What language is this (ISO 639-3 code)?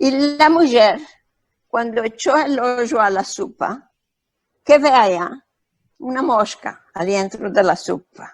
lad